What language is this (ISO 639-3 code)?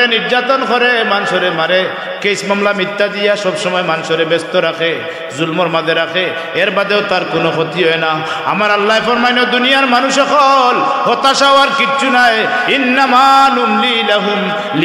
syl